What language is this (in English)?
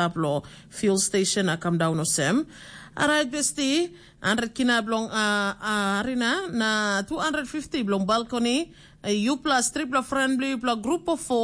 Tok Pisin